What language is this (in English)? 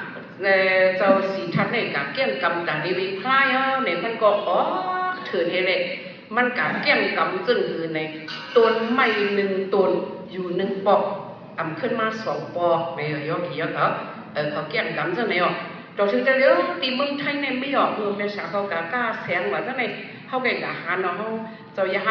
Shan